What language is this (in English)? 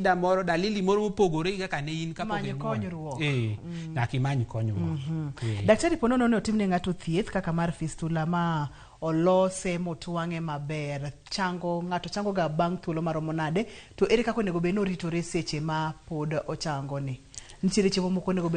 Luo (Kenya and Tanzania)